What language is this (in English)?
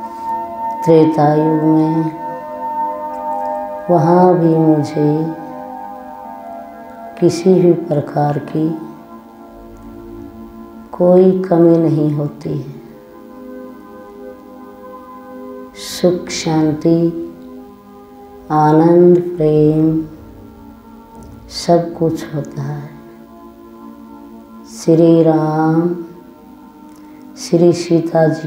Hindi